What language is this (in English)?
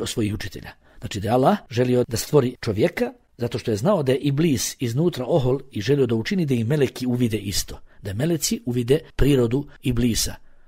Bosnian